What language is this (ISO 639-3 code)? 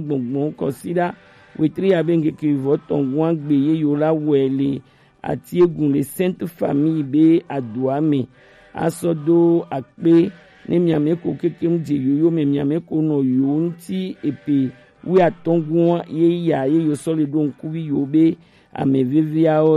gej